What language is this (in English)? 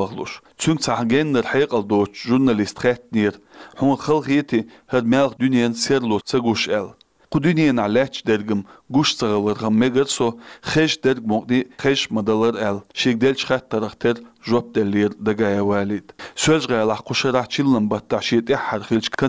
Chechen